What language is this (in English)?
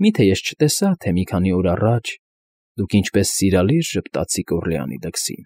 Armenian